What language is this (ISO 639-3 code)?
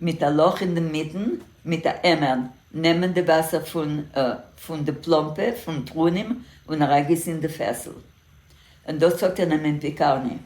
yid